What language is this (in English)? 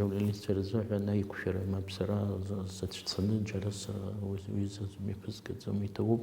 Abkhazian